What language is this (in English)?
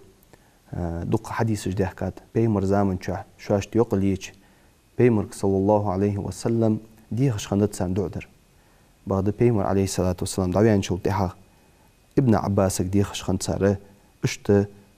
Ingush